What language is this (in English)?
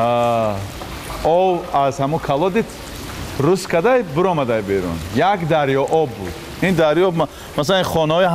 Tajik